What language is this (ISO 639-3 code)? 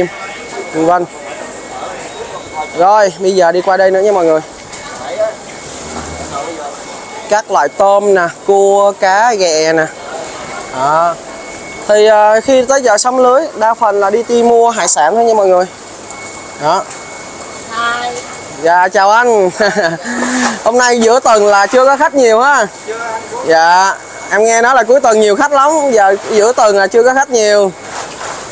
vie